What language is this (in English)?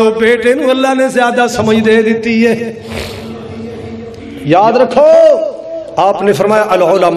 Urdu